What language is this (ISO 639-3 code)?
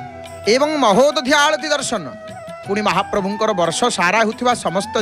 ori